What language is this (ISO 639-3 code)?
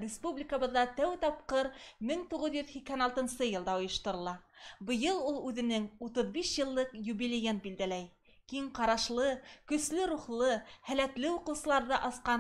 bak